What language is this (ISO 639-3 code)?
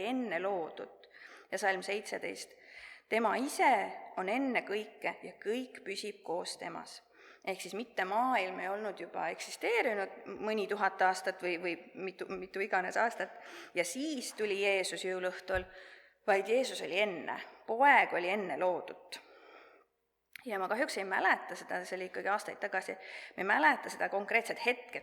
est